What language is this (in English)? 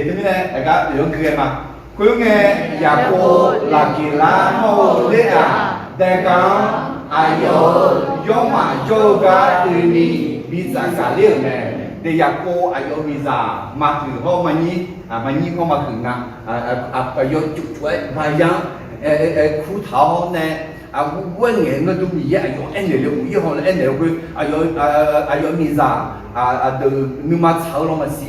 Akha